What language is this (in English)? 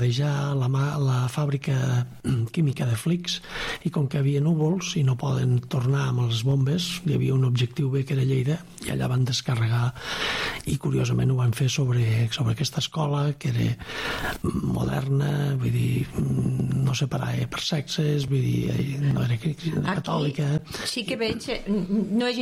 Catalan